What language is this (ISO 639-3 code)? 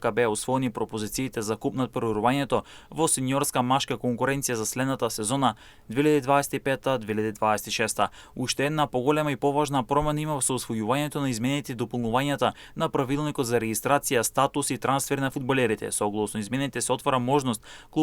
mkd